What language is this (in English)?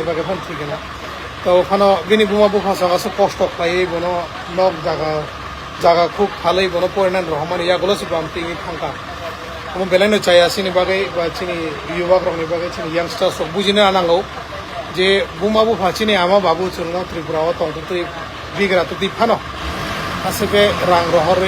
Kok Borok